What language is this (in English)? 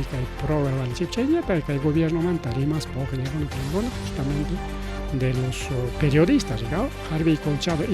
Ayacucho Quechua